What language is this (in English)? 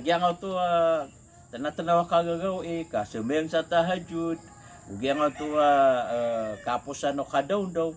Maranao